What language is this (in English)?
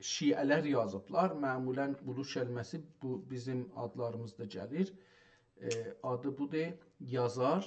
South Azerbaijani